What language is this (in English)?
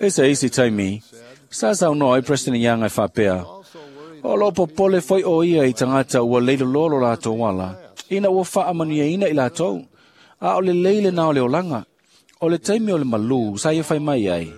Samoan